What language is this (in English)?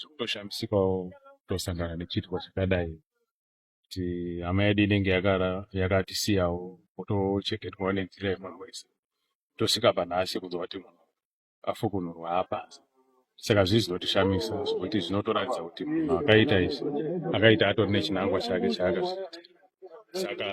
Shona